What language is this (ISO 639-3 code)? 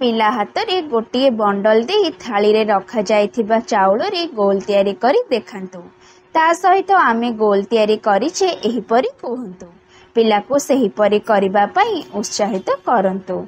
ori